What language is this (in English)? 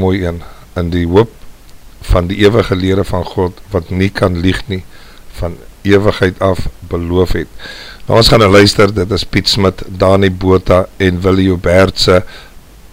Afrikaans